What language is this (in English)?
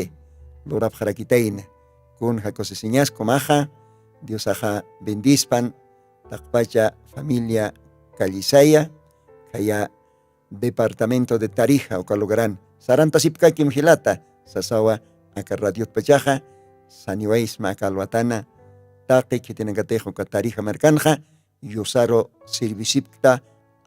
Aymara